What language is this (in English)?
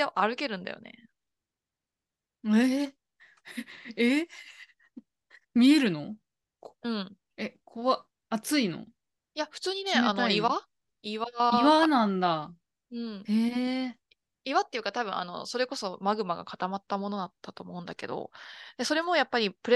Japanese